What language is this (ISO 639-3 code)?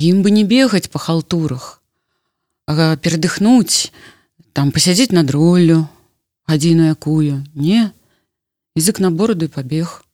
bel